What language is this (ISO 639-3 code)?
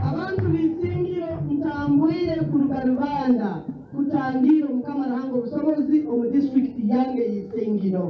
nyn